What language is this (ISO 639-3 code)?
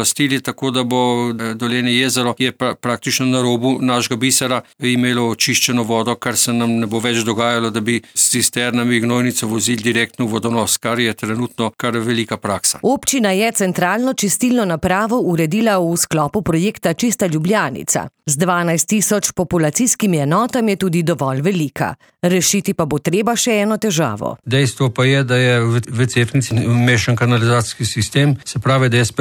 slv